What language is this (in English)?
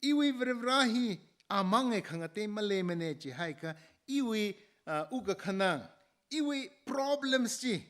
Tangkhul Naga (India)